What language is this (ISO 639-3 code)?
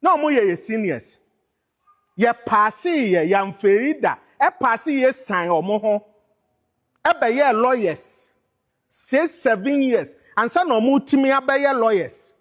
aka